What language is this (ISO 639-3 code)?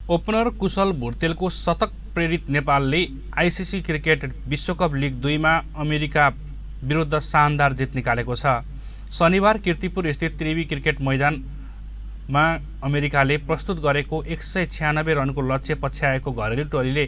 nep